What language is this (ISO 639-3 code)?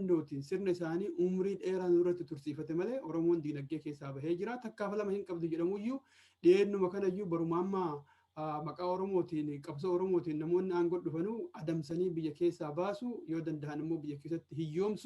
orm